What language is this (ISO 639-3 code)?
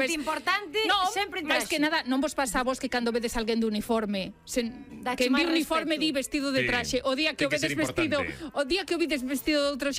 glg